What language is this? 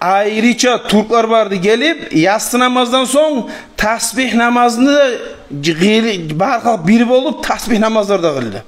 Kumyk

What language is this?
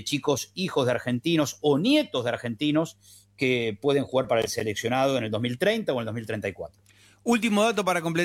Spanish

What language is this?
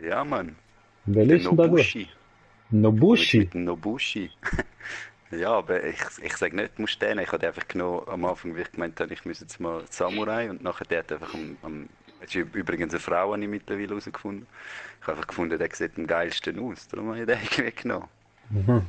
Swiss German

